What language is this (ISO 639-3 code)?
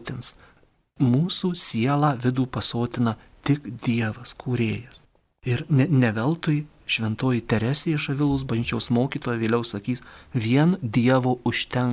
lit